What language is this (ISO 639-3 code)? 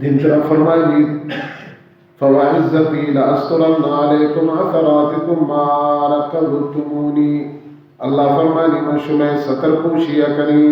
bal